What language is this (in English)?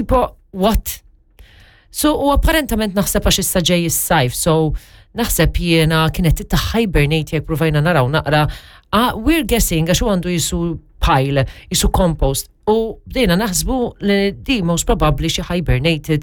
Maltese